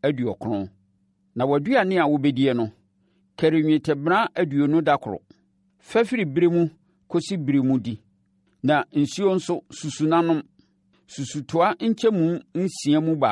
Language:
Akan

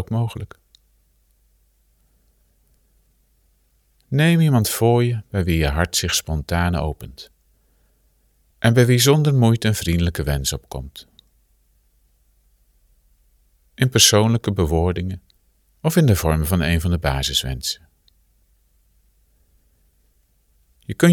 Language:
Dutch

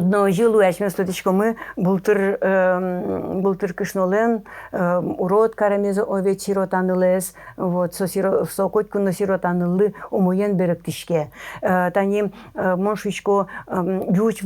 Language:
Udmurt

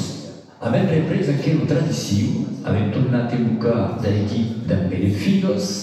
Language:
Occitan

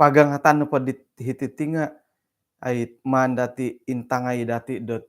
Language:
Central Dusun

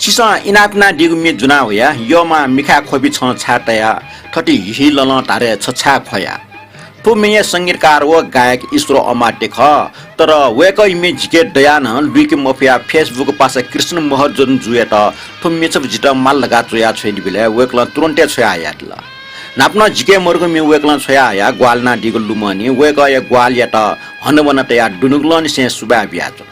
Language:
Newari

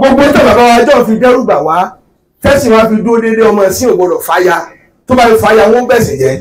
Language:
Yoruba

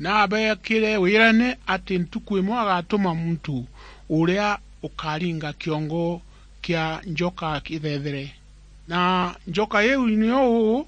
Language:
Meru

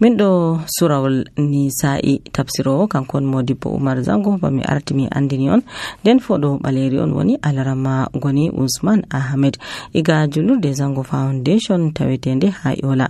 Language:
Nigerian Fulfulde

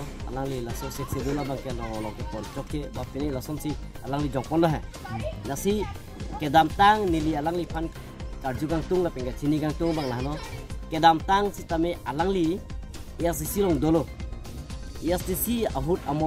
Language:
Karbi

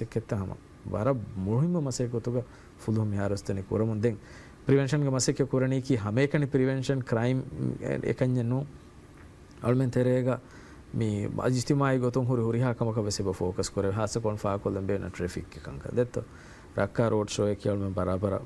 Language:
Divehi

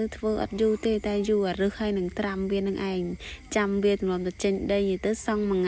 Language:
Khmer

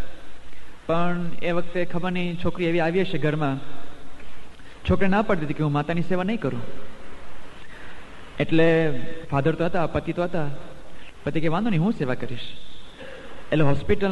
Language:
Gujarati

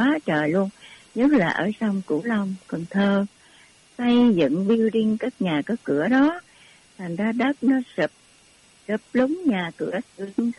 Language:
Vietnamese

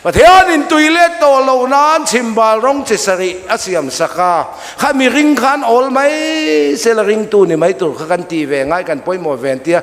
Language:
Mizo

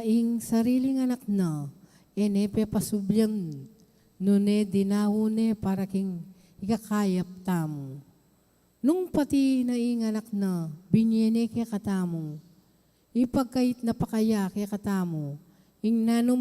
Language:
Pampanga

